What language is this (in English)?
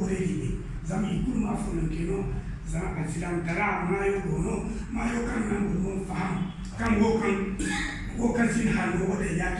Zarma